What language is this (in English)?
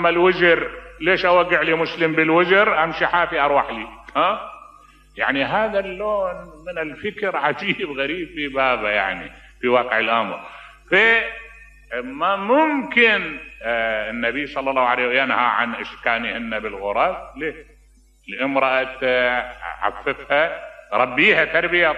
Mesopotamian Arabic